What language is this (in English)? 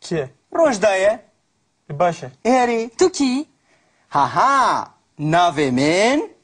Kurdish